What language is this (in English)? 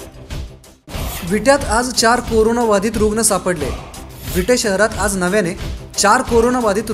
Marathi